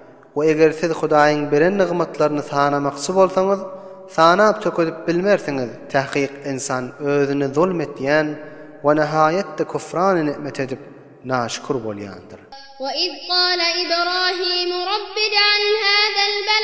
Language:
Turkmen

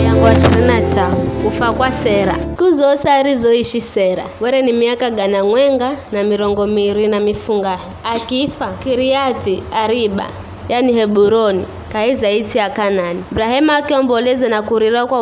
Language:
Giryama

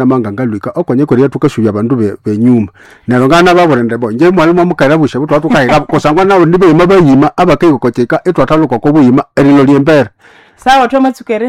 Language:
Nande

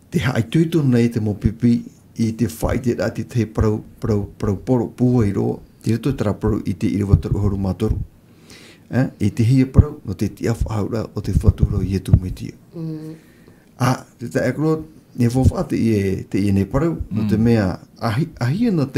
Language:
Tahitian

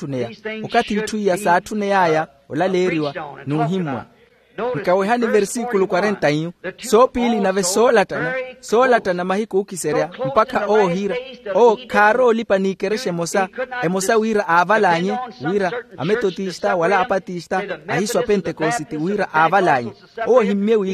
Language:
Makhuwa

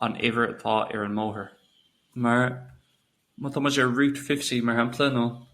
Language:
Irish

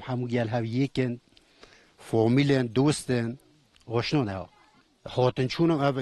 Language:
Kurdish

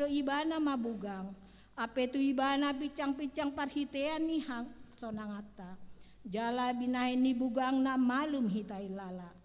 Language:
Batak Toba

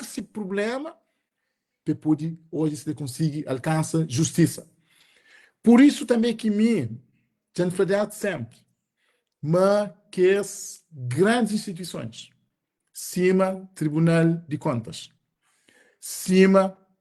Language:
Kabuverdianu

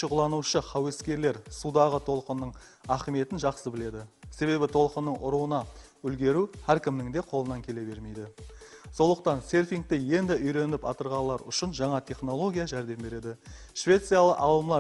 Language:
Kara-Kalpak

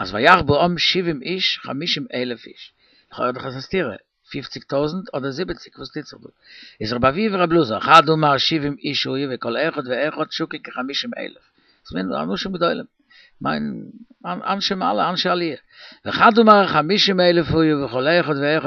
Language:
Yiddish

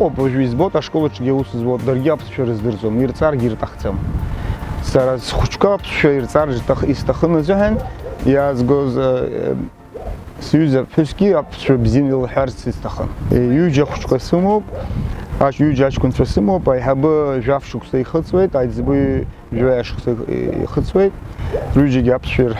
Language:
Abkhazian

